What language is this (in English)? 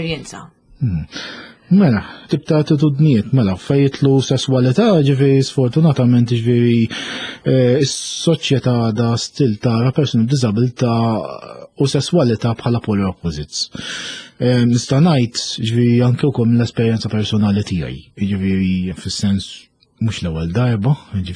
Maltese